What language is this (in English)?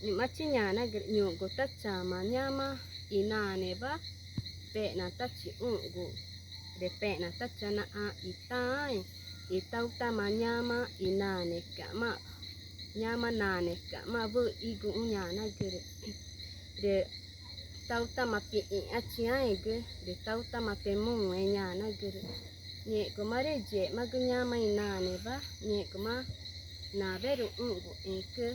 Ticuna